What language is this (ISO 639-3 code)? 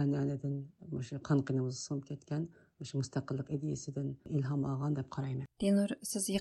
uig